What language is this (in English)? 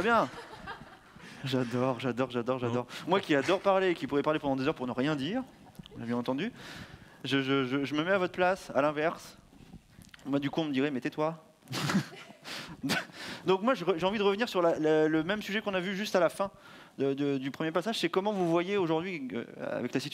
French